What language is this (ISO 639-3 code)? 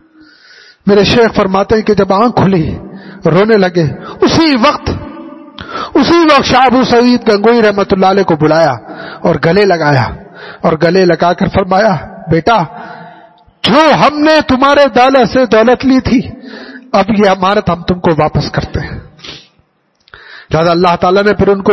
urd